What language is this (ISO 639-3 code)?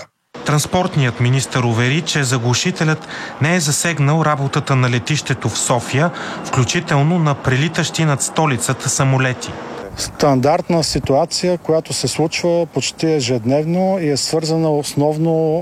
bul